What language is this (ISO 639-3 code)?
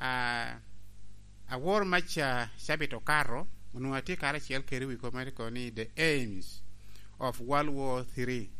laj